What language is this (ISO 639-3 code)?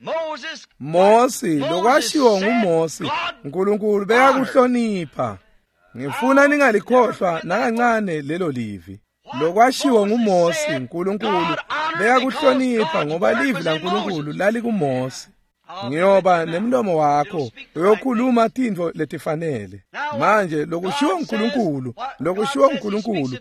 ssw